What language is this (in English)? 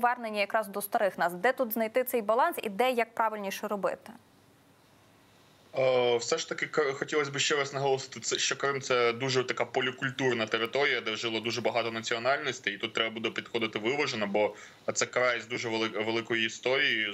Ukrainian